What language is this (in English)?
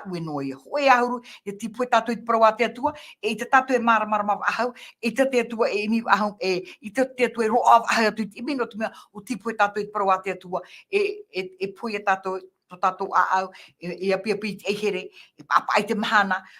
Tahitian